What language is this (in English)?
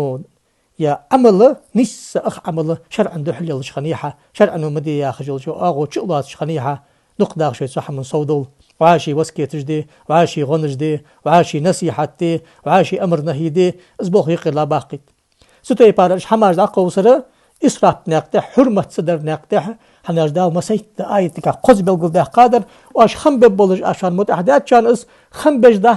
Ingush